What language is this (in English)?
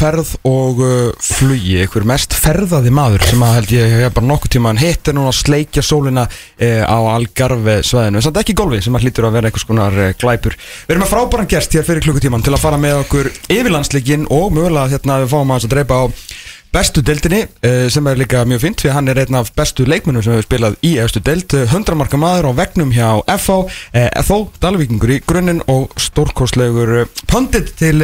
Icelandic